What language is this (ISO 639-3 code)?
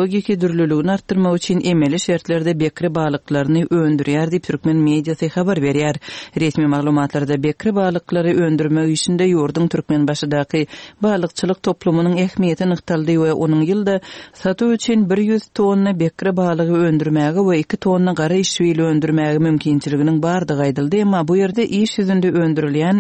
tuk